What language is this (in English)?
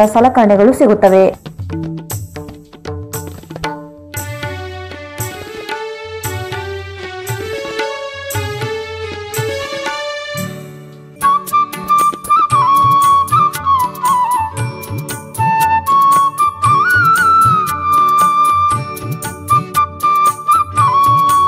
Kannada